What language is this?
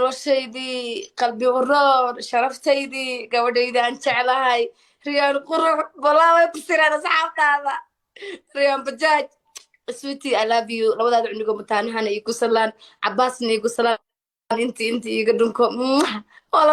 Somali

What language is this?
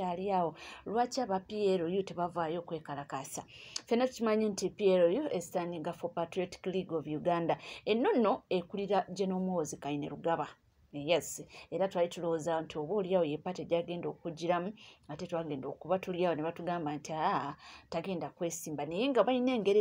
Ganda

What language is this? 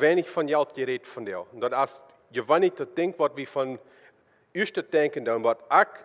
Plautdietsch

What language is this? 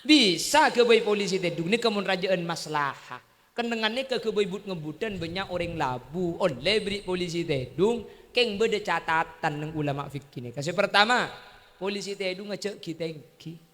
Madurese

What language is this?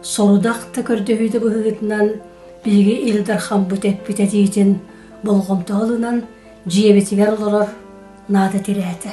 Yakut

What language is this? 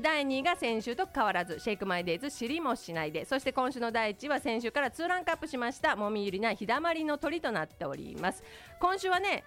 Japanese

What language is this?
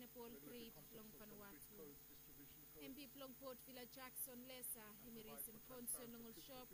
Bislama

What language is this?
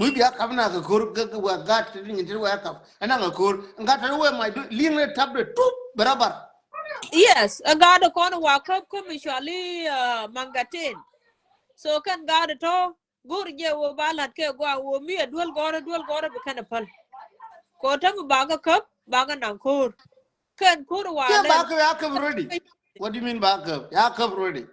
Nuer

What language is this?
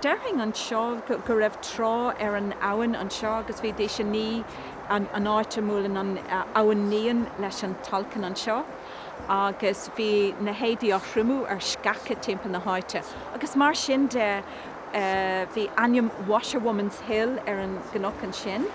Irish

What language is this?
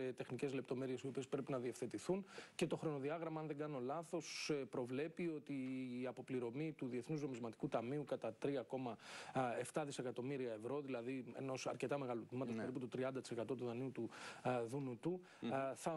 Greek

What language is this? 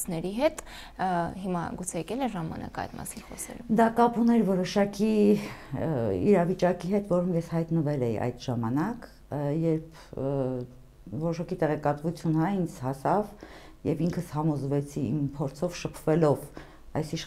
Armenian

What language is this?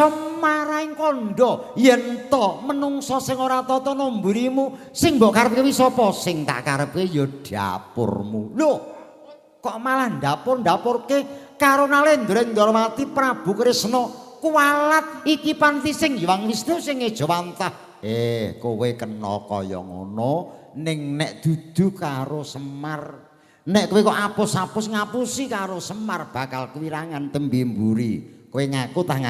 Javanese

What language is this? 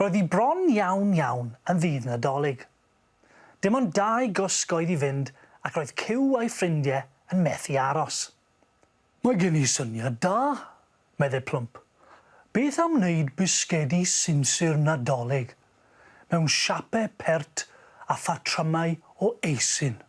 Welsh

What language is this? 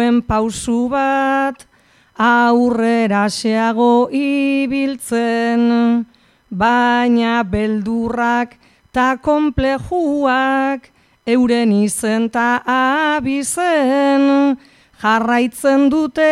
Basque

